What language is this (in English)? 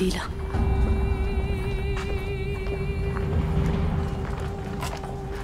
Arabic